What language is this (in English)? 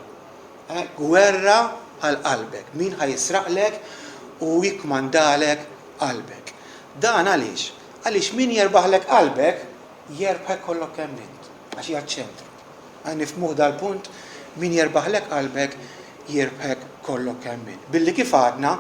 Maltese